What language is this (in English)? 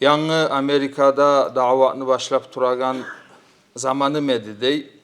Kumyk